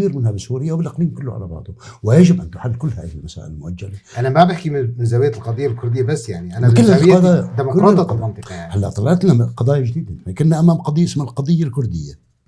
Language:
North Levantine Arabic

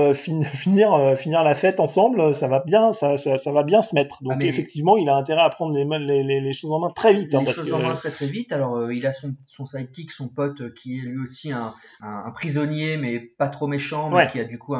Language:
French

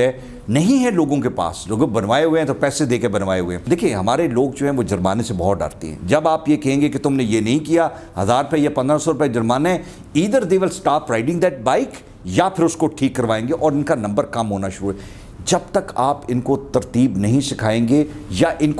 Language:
Urdu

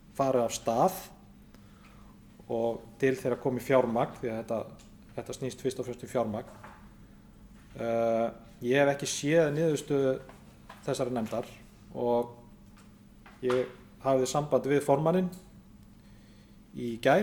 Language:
Icelandic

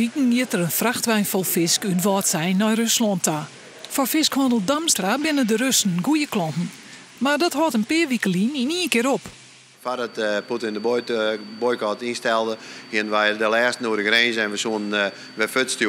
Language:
Western Frisian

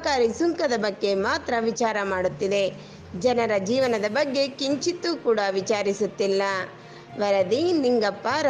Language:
Kannada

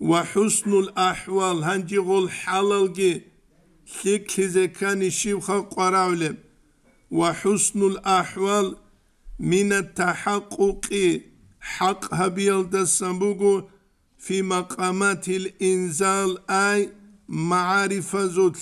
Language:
Avaric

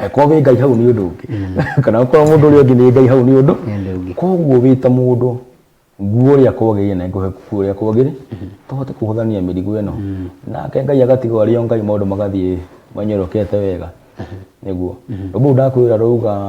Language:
Kikuyu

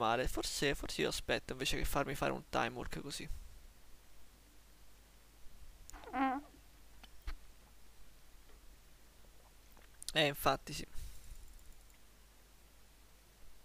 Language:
Italian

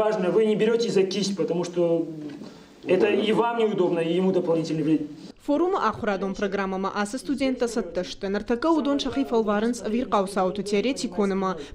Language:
Ossetic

